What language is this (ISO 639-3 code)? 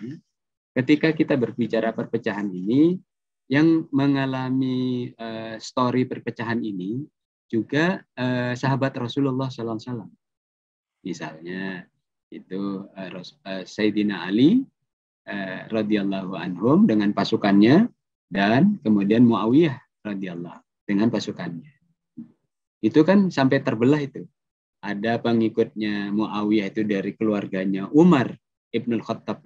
ind